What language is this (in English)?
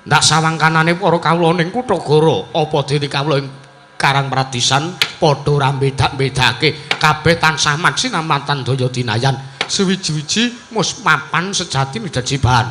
Javanese